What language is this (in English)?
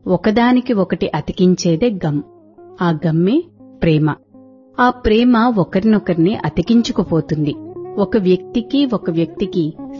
Telugu